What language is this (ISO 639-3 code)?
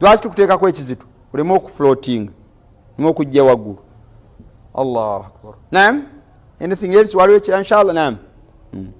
lug